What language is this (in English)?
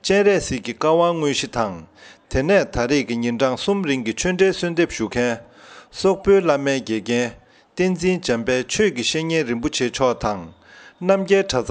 Tibetan